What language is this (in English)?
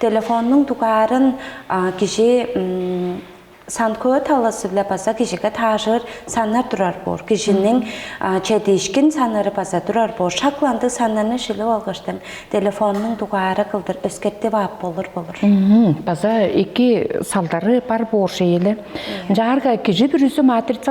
Tuvinian